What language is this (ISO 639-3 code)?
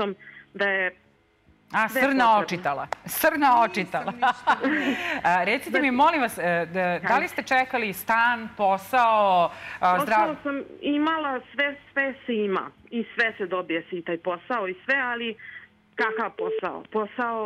srp